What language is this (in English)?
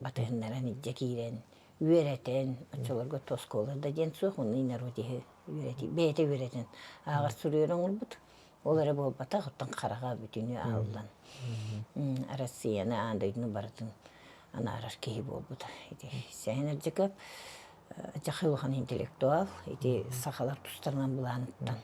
Yakut